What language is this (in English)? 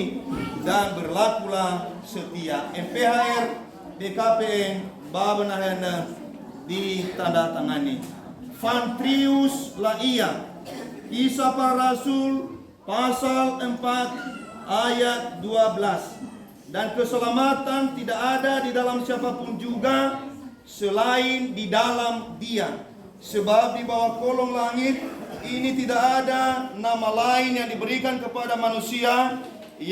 Nias